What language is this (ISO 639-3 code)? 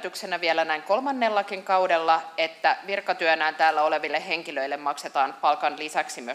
fin